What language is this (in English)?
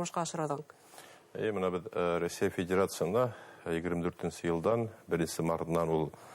Bashkir